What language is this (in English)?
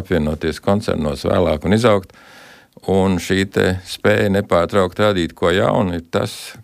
Latvian